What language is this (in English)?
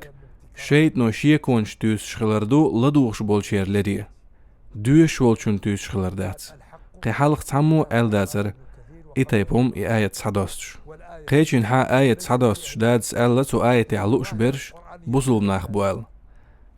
Chechen